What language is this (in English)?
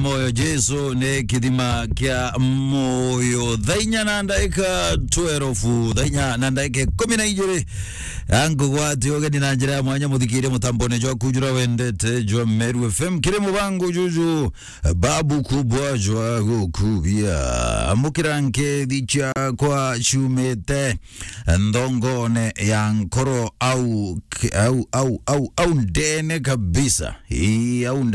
Meru